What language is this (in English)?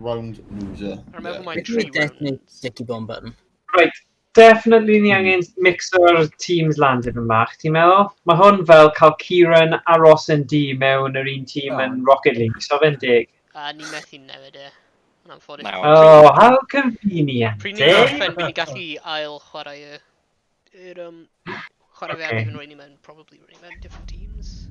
Welsh